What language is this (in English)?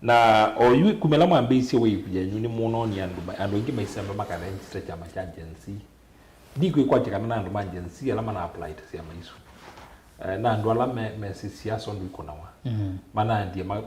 Kamba